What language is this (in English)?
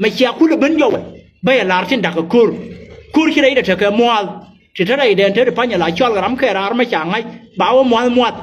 Nuer